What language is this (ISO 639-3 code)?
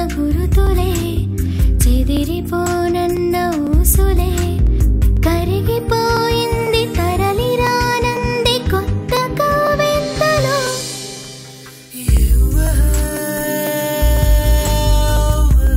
tel